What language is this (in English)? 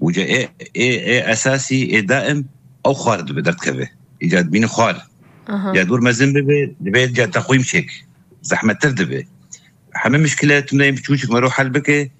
Kurdish